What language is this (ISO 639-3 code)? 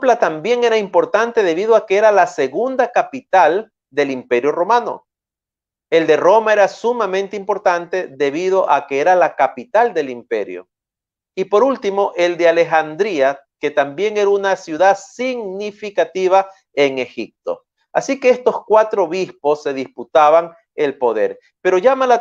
spa